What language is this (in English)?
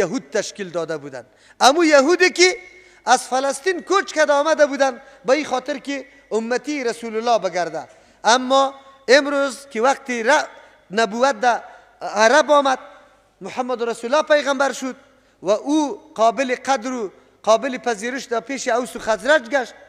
Persian